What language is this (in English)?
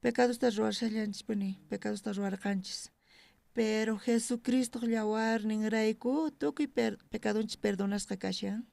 South Bolivian Quechua